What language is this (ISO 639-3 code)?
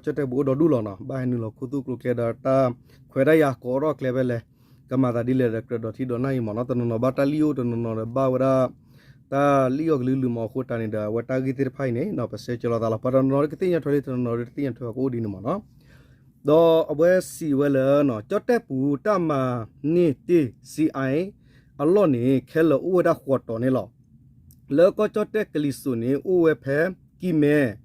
ksw